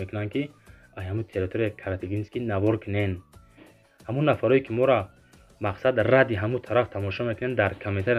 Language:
Tajik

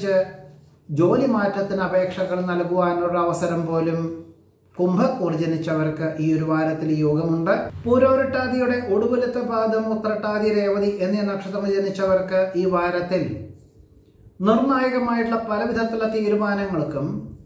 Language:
Malayalam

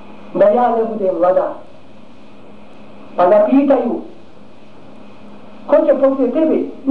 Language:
Bosnian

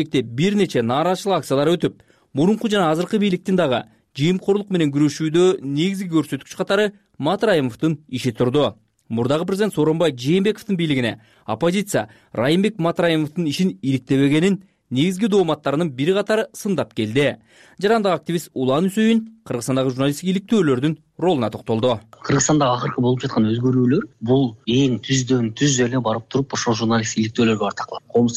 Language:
Kyrgyz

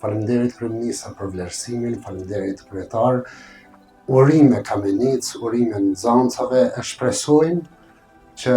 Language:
Albanian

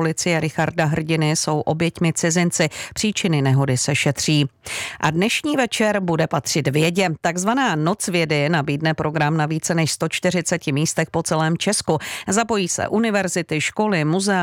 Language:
Czech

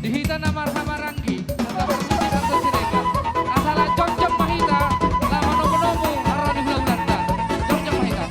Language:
Batak Toba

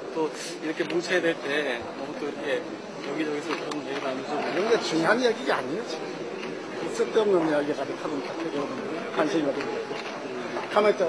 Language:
Korean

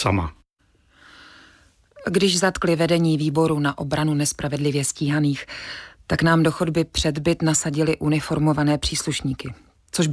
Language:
Czech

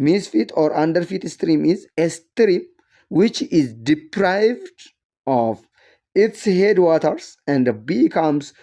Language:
English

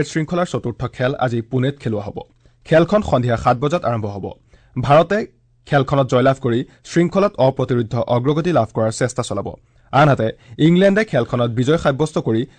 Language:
Assamese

